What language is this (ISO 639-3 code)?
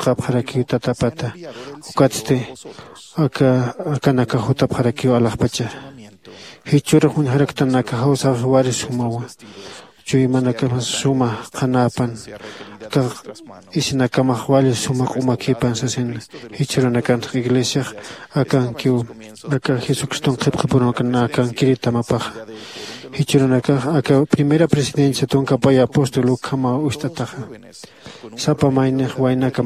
aym